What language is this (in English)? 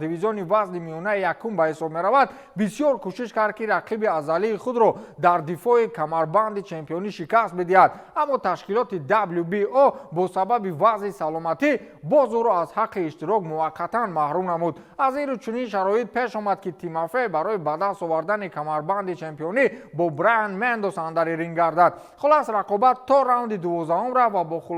Tajik